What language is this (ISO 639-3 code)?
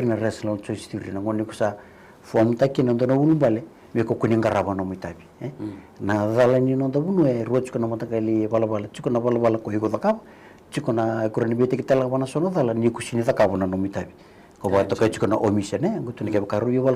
fij